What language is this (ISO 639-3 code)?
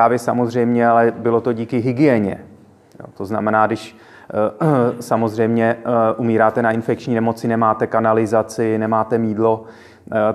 ces